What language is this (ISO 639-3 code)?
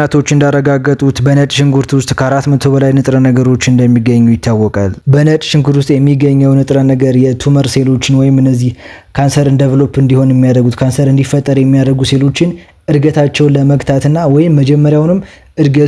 amh